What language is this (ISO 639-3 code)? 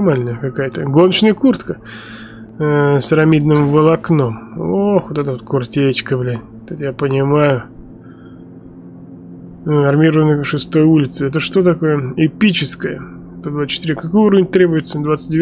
rus